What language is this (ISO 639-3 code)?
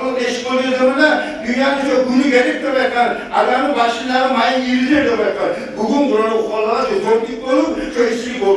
kum